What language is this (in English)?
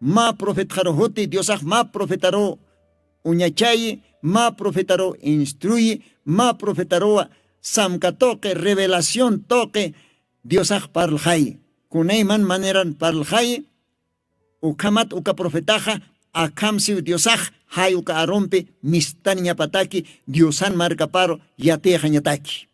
Aymara